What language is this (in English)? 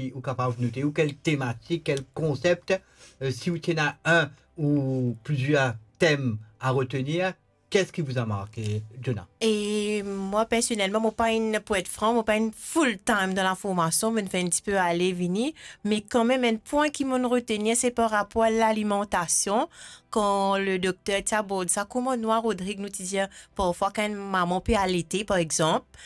Morisyen